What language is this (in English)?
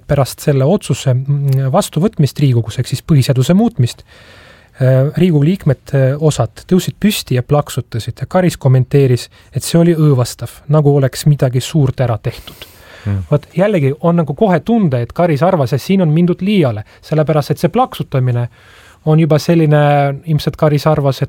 Estonian